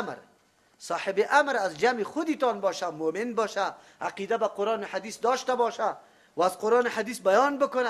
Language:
Persian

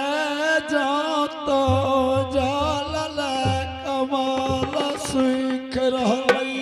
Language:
Angika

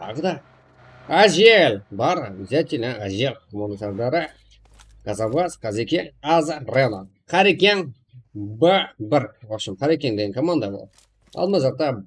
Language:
Kara-Kalpak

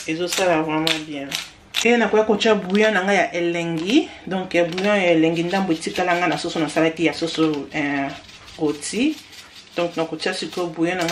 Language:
Lingala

